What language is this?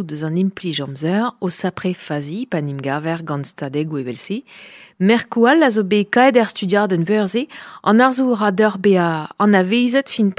Breton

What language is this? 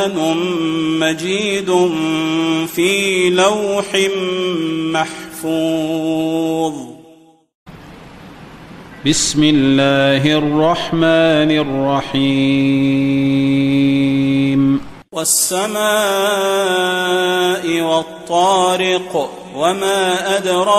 Arabic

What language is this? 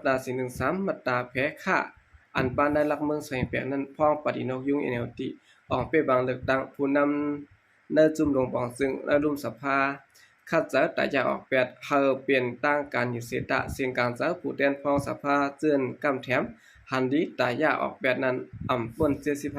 Shan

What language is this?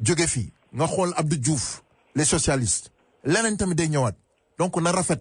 Wolof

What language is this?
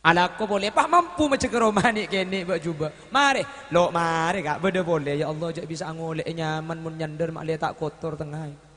Madurese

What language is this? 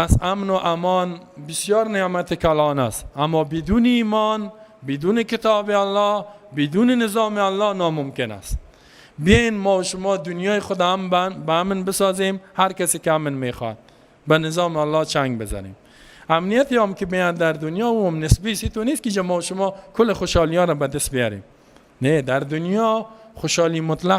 Persian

